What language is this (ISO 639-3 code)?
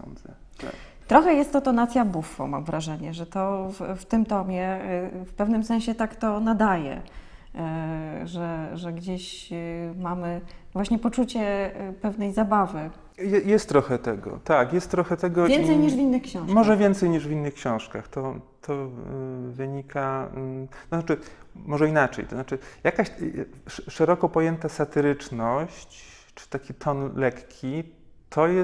pol